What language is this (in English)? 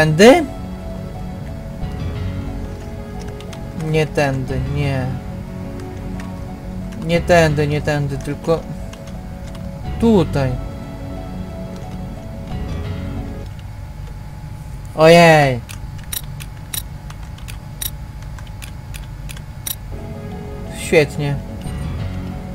Polish